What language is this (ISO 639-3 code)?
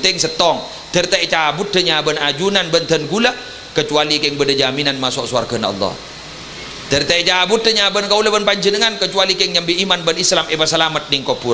mad